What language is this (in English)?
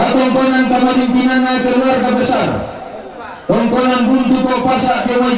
Toraja-Sa'dan